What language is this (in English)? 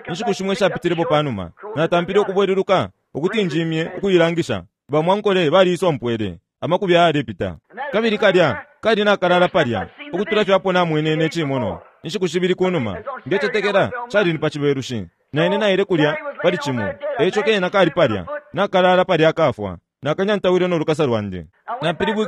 Bemba